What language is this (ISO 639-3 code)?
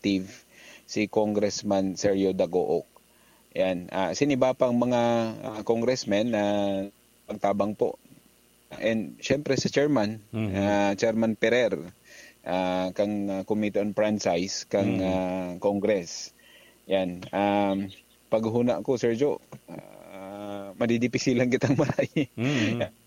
bik